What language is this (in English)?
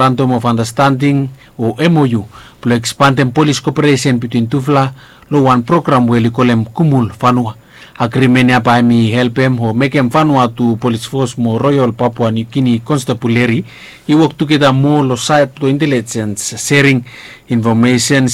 Bislama